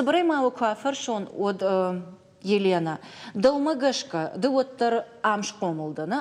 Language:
Ossetic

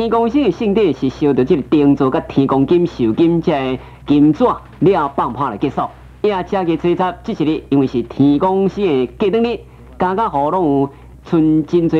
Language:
Min Nan Chinese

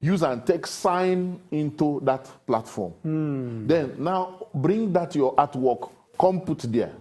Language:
Nigerian Pidgin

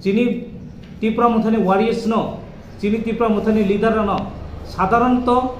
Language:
Kok Borok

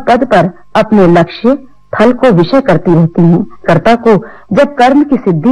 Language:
Hindi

